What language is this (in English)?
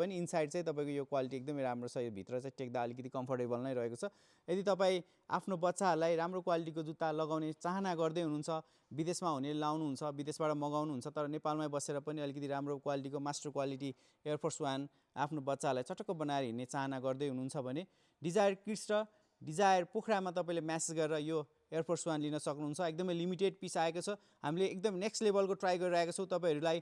Nepali